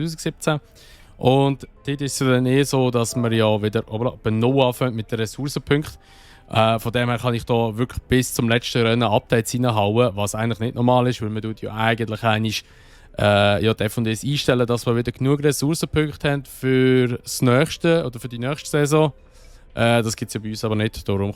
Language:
Swiss German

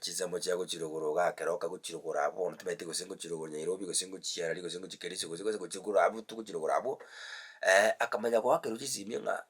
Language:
Gusii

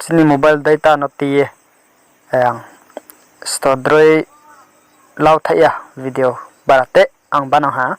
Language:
Riang (India)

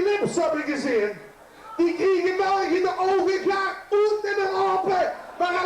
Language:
Limburgish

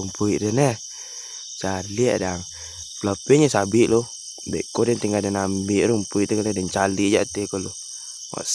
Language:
Minangkabau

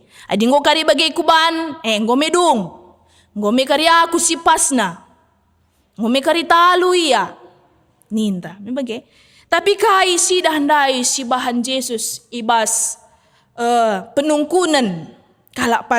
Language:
Batak Karo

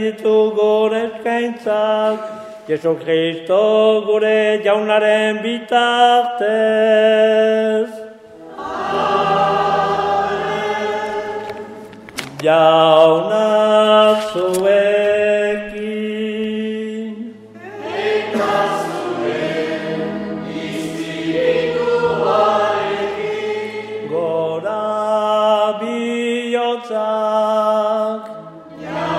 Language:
Basque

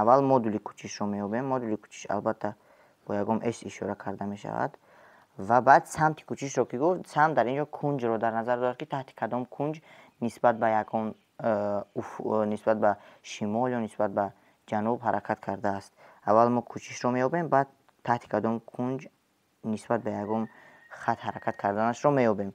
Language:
Tajik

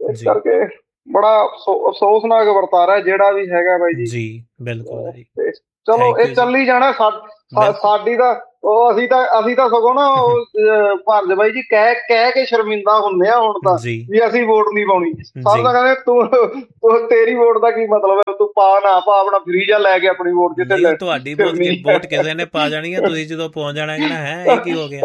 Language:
Punjabi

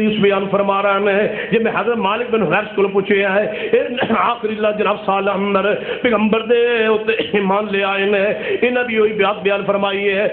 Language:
Urdu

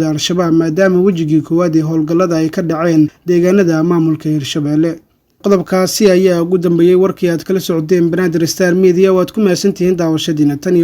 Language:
Somali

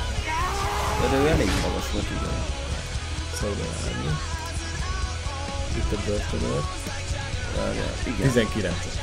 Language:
Hungarian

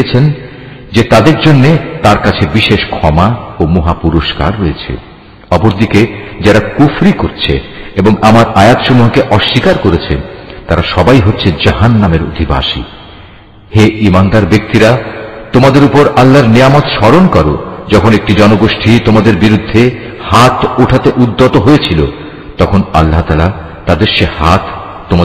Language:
Bangla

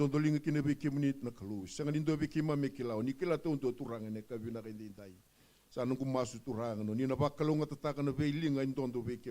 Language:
Fijian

